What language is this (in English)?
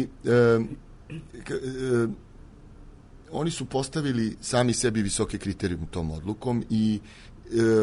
Serbian